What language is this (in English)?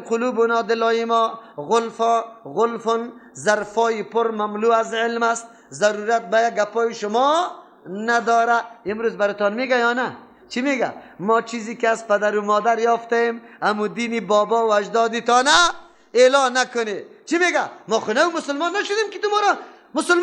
Persian